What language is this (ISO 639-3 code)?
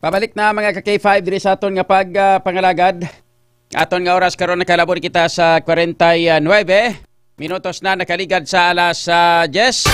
hil